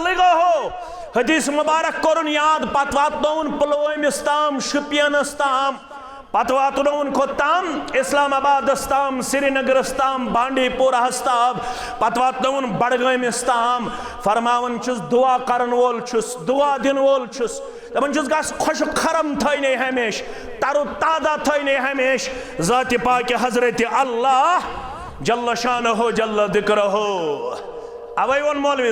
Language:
Kashmiri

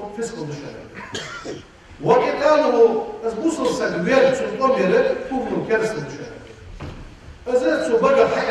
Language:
Ingush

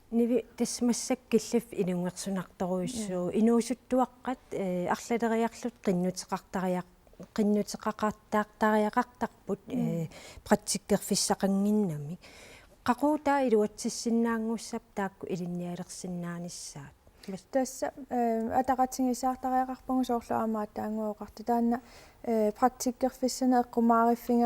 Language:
Kalaallisut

